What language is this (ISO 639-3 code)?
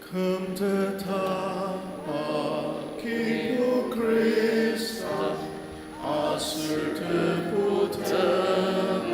njo